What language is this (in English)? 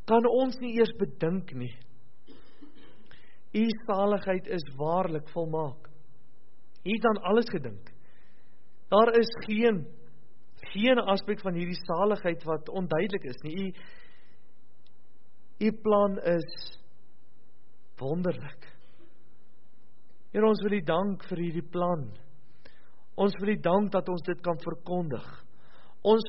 Afrikaans